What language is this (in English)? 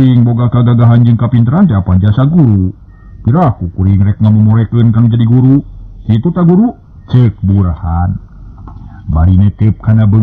Sundanese